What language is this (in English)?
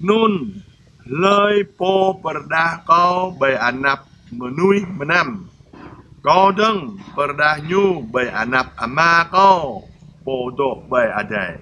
Jarai